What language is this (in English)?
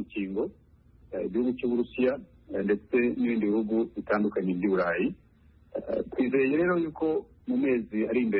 Kinyarwanda